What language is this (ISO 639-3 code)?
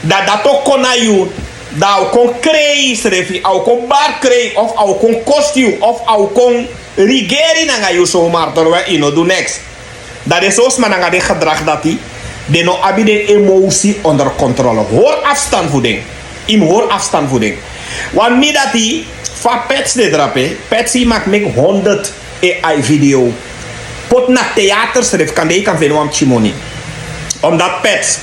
srn